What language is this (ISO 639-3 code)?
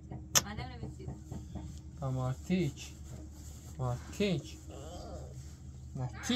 fas